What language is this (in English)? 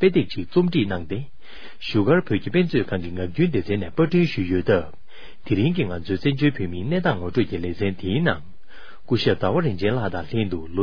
Tibetan